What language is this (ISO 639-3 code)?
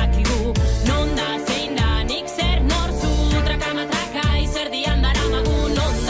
eus